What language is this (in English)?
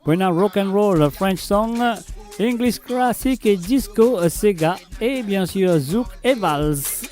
Morisyen